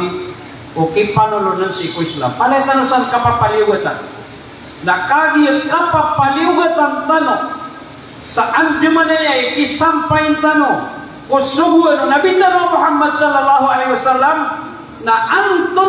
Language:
Maranao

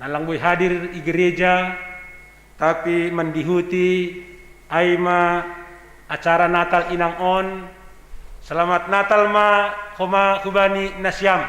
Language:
Batak Simalungun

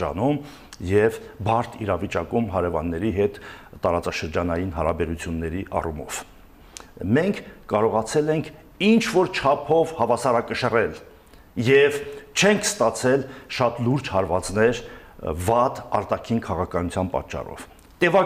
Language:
Armenian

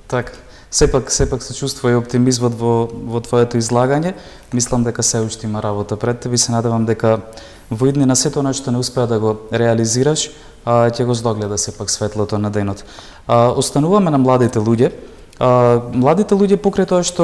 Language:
Macedonian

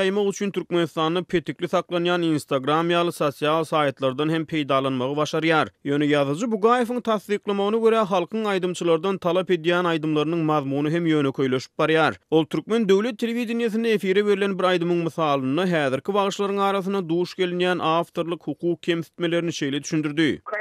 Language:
Turkmen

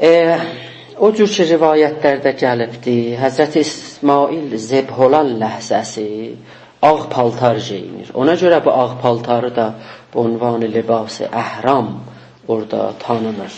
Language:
South Azerbaijani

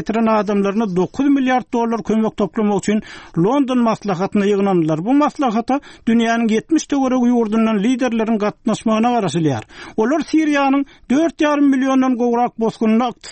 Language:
Turkmen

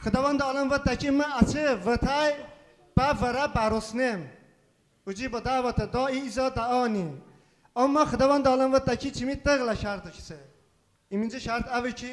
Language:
Talysh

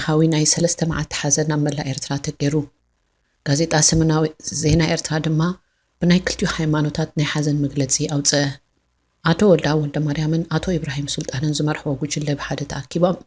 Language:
Tigrinya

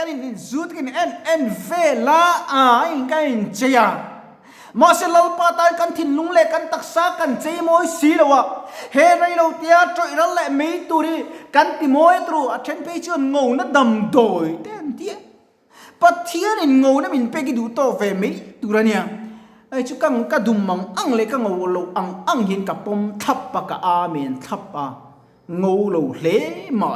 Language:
Mizo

